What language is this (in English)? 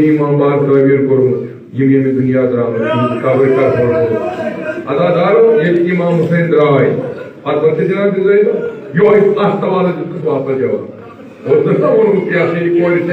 Kashmiri